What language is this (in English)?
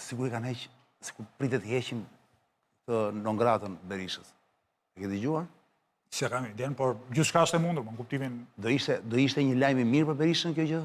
Albanian